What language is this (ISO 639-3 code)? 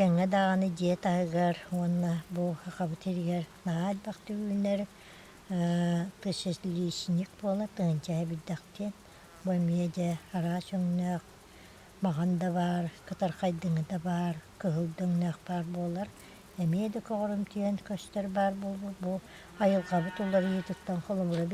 sah